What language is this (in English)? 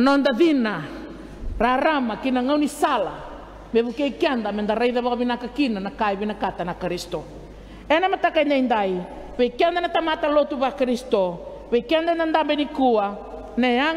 Fijian